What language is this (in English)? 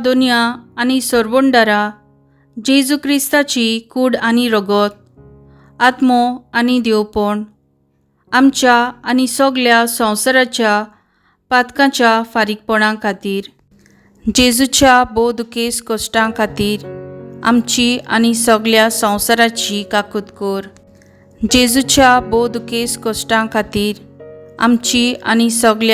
Konkani